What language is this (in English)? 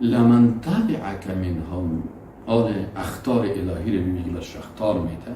Persian